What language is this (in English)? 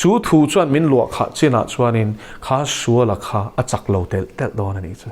Mizo